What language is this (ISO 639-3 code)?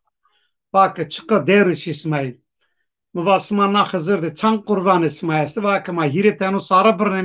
zza